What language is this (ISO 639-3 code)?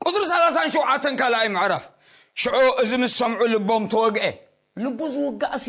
tir